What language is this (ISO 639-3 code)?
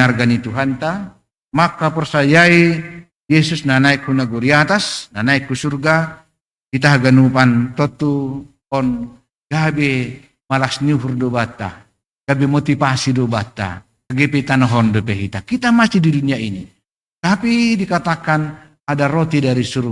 bts